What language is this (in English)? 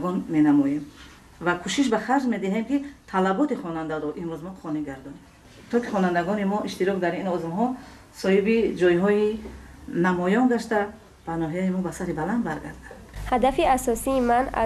Tajik